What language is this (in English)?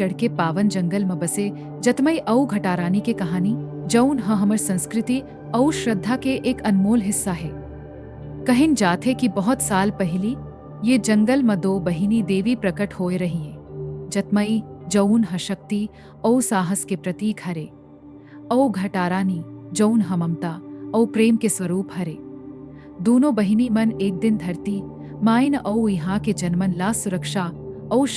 Chhattisgarhi